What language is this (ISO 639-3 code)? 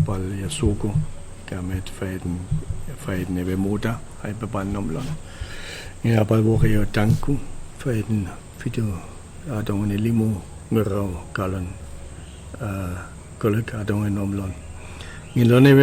chk